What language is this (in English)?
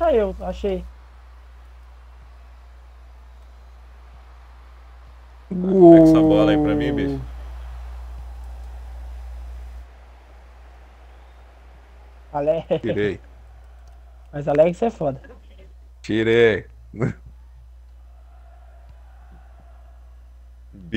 Portuguese